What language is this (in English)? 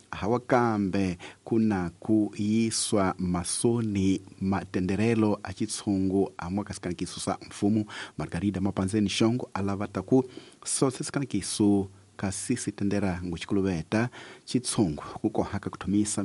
Tsonga